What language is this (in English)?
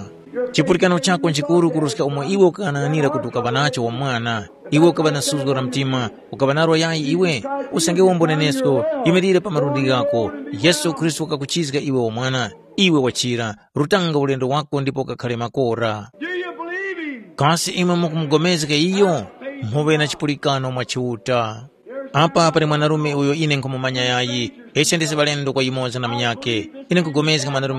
Tumbuka